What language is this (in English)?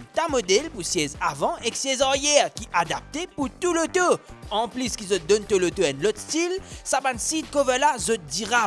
Morisyen